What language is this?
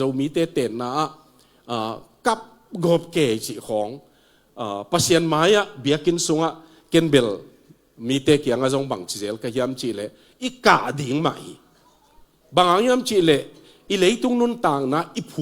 Tedim Chin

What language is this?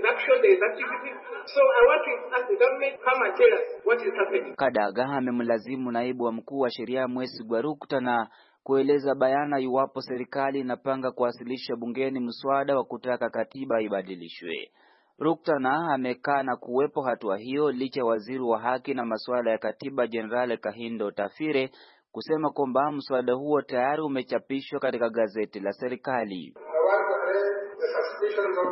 Swahili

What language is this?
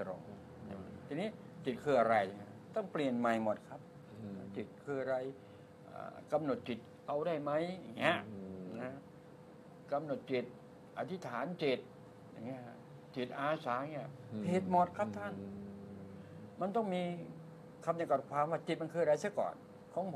Thai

